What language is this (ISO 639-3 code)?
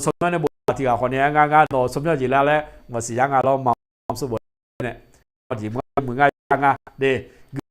ahk